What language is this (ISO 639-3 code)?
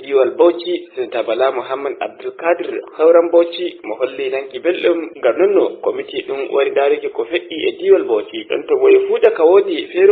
fuv